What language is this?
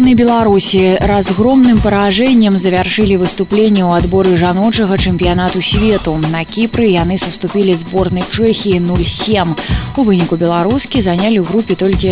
Belarusian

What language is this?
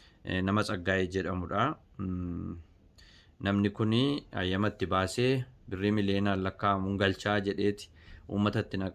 Oromo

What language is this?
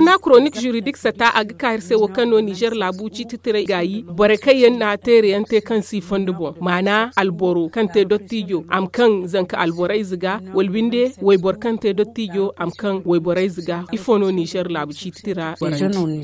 Zarma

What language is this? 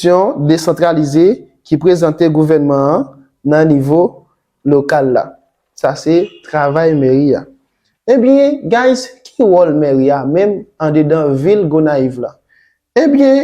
Haitian Creole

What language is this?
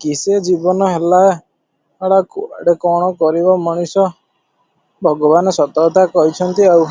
Odia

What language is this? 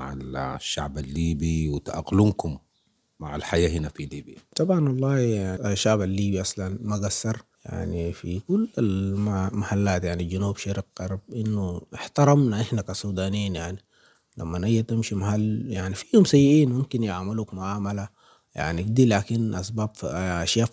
Sudanese Arabic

